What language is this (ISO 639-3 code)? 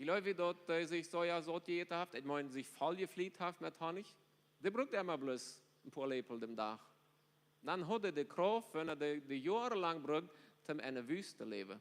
pdt